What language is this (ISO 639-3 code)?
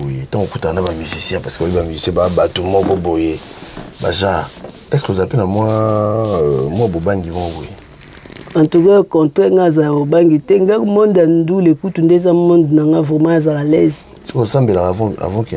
lin